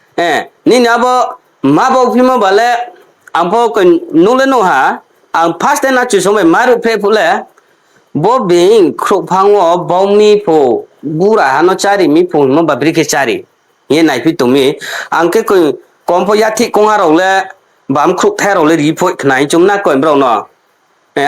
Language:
Riang (India)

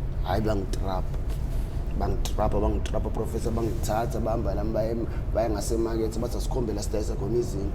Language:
Zulu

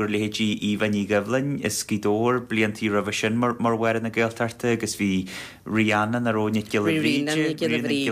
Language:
Irish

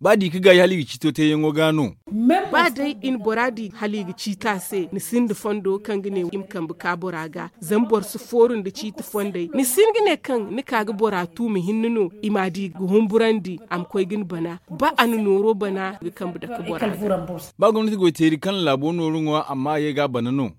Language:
Zarma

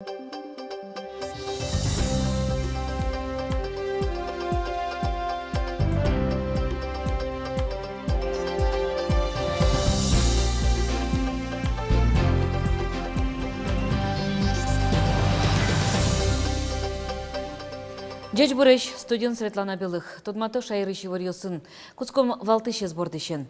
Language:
Udmurt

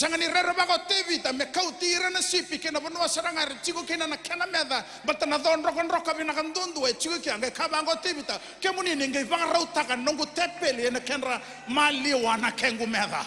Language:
Fijian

